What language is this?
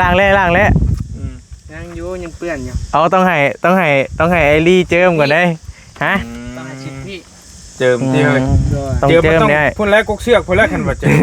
Northeastern Thai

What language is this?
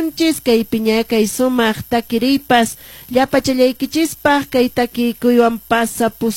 Quechua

